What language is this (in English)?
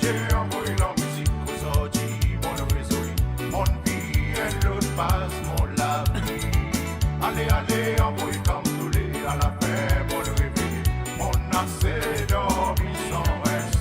Morisyen